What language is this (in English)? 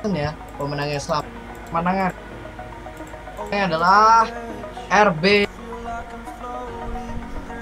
Indonesian